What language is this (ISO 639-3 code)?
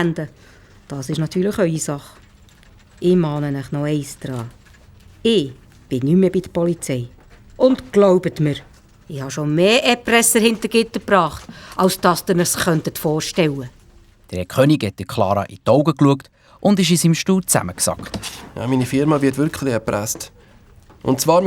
gsw